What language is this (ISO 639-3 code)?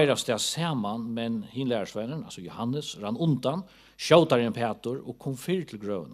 fao